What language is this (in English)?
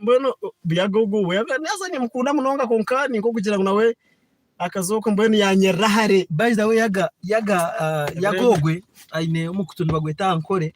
Nyankole